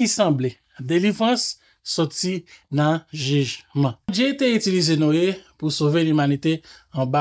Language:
Haitian Creole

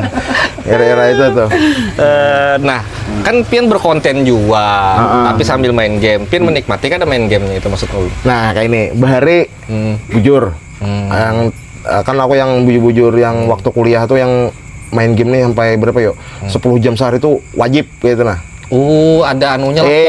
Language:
Banjar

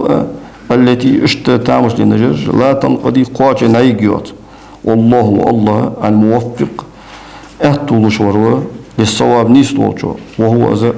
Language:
Ingush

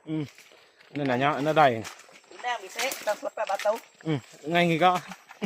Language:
Iban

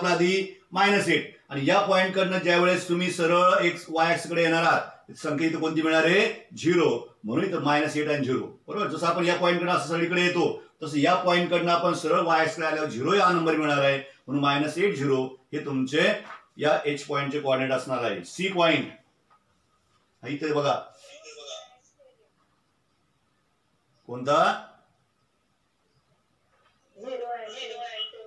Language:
Marathi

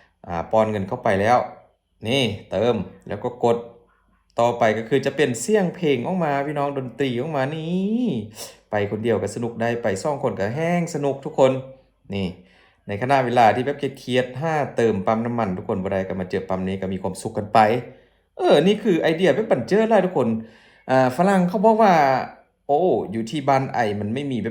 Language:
Lao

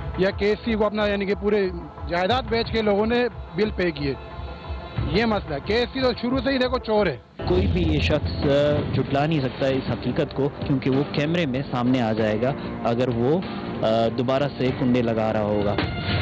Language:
Urdu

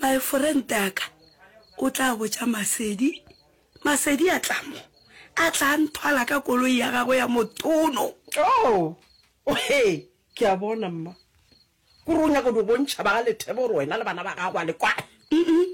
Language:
Northern Sotho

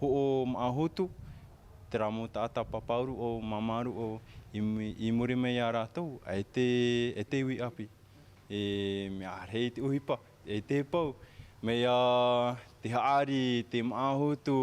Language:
Tahitian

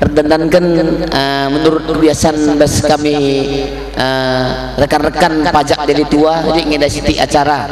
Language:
Batak Karo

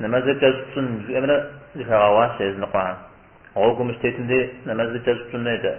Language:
Kabardian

